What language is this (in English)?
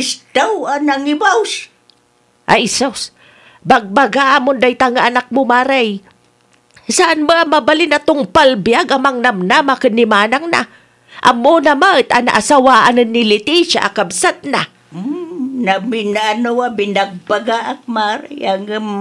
Iloko